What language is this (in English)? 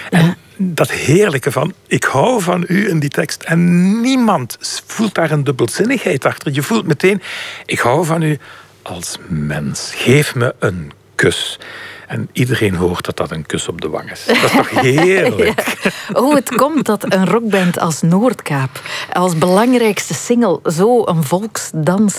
Dutch